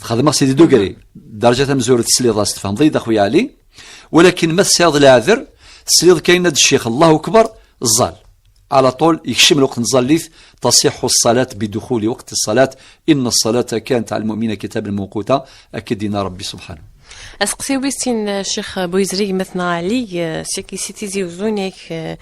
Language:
Kabyle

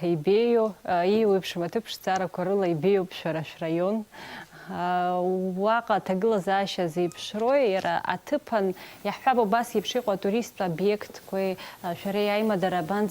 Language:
Abkhazian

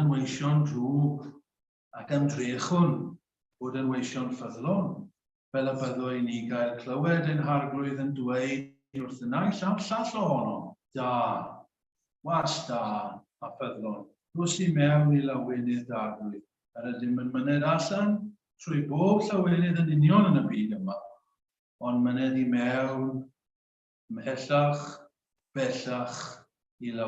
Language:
Welsh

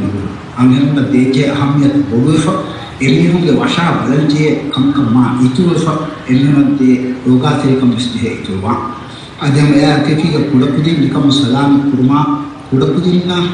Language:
Divehi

